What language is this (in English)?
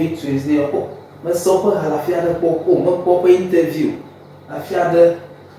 Ewe